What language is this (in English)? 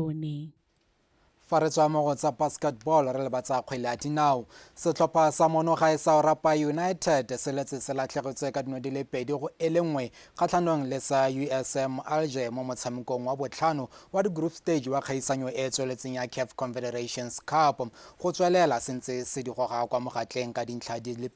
Tswana